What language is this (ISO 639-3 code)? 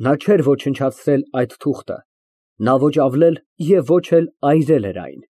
hye